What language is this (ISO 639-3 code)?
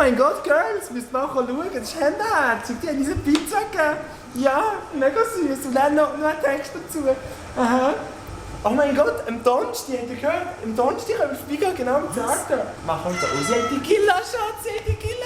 gsw